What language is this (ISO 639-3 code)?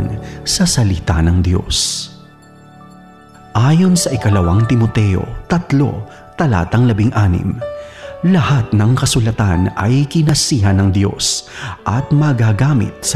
fil